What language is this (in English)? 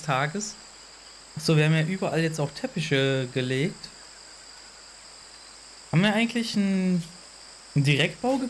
German